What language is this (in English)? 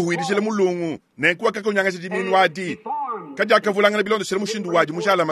Luba-Lulua